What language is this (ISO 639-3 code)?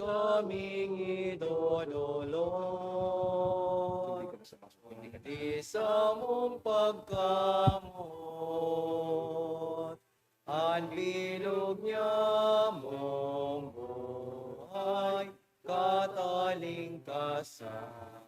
bik